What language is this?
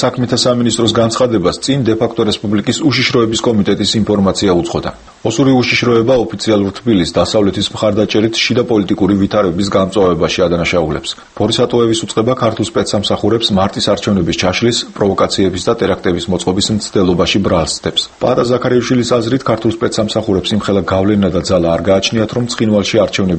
Georgian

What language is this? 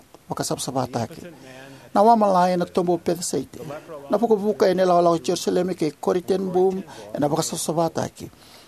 Fijian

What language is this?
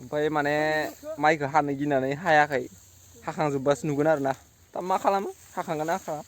Bodo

